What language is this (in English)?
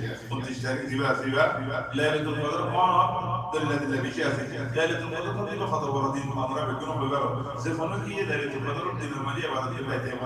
Rohingya